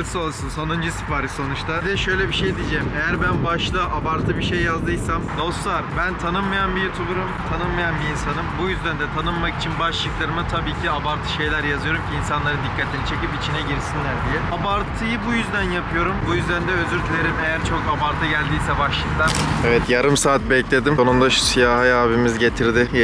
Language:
Turkish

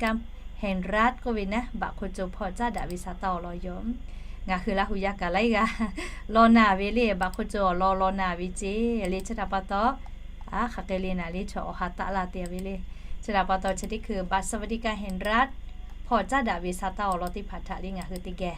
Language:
Lahu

